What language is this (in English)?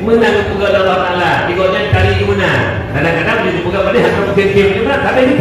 Achinese